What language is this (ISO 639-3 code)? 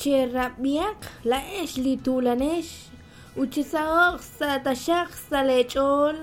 kek